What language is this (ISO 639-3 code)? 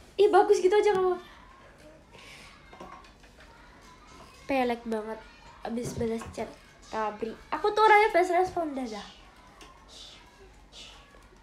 ind